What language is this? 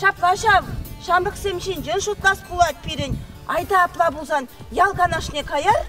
Chuvash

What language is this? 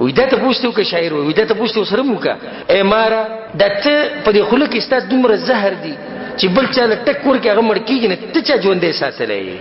Pashto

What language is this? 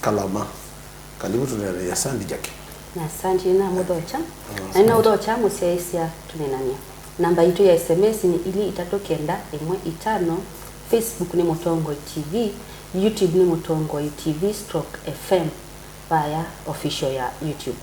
Kamba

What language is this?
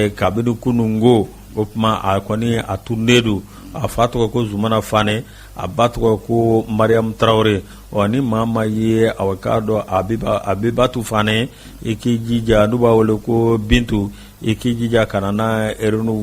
Bambara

